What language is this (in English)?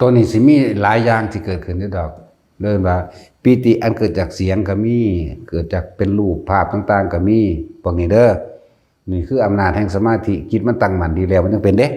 Lao